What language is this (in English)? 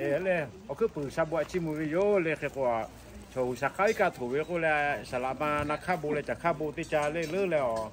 Lahu